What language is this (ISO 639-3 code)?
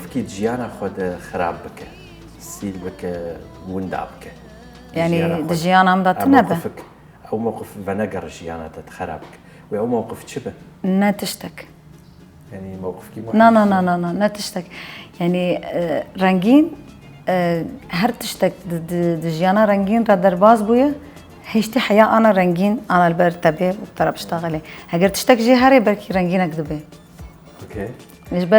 kur